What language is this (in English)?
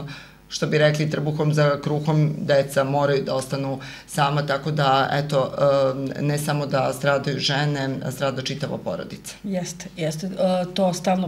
Serbian